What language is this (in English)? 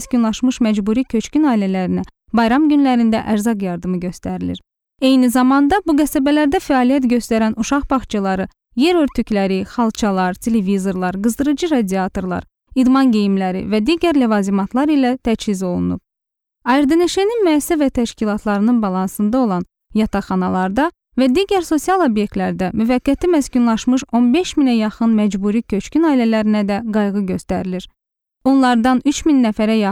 Azerbaijani